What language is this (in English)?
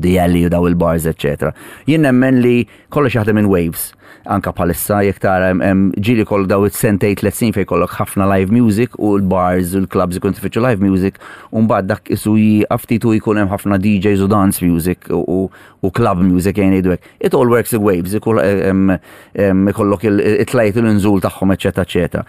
Maltese